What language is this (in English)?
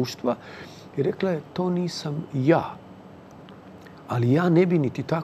Croatian